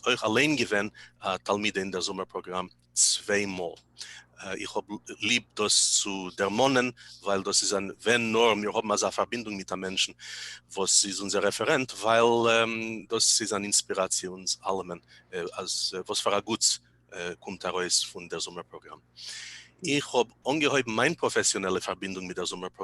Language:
Yiddish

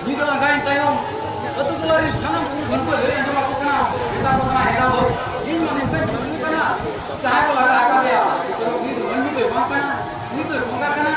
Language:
Santali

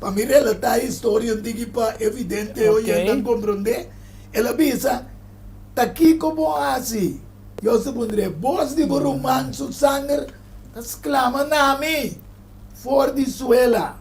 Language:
Papiamento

